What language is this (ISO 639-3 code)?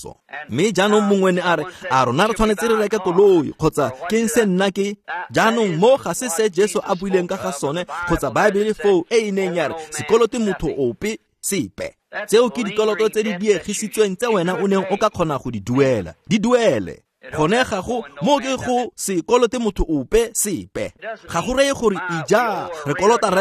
tsn